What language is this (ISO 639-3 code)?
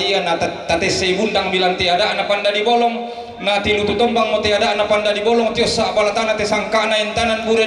sda